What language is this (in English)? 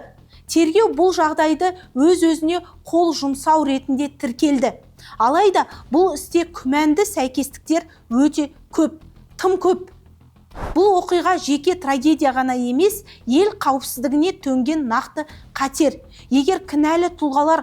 Kazakh